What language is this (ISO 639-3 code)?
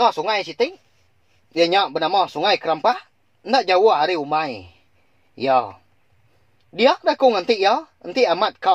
iba